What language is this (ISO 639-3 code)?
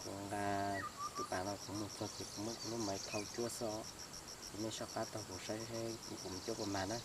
hmn